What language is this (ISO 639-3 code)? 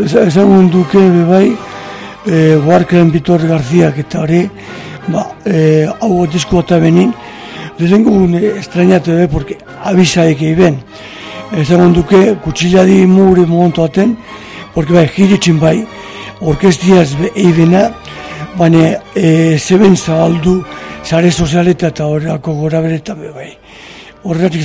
eus